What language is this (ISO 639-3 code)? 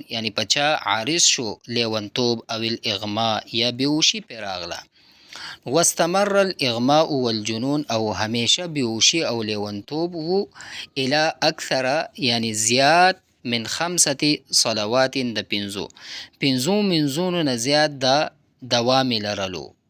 pus